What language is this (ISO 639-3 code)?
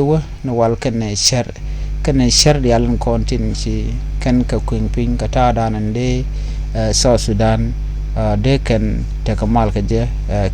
nus